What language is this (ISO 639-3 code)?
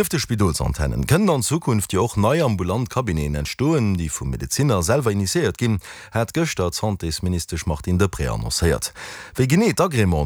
ltz